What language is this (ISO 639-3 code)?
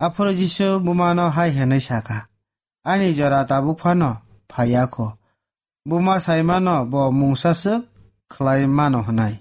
trp